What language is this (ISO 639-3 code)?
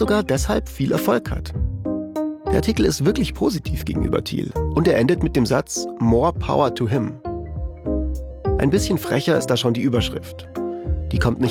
deu